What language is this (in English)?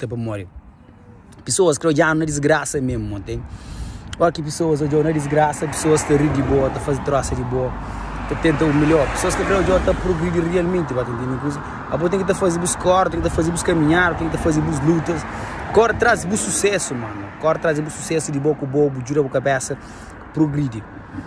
Kabuverdianu